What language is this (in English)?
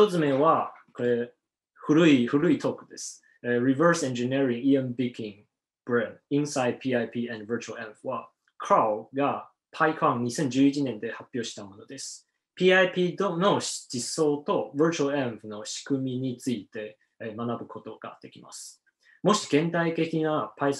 Japanese